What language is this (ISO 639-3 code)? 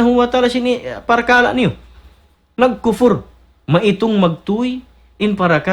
tsg